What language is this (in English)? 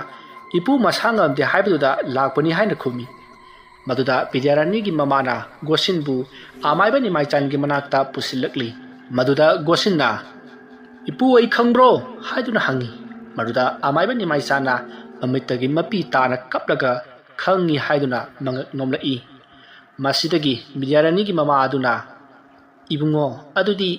Manipuri